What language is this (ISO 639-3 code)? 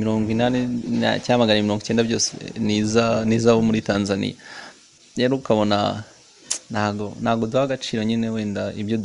kin